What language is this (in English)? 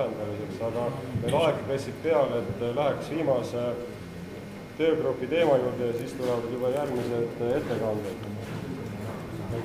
Estonian